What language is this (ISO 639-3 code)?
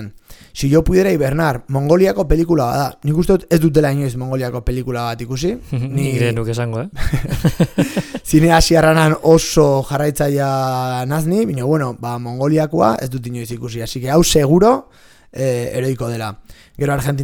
eus